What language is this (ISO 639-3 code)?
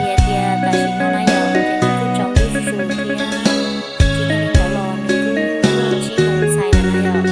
hmn